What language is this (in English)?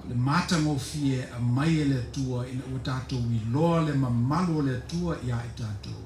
Samoan